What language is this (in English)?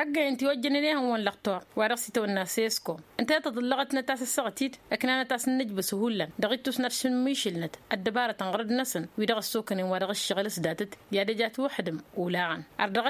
Tamasheq